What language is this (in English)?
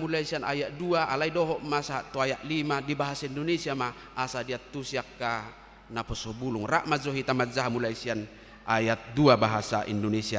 Batak Toba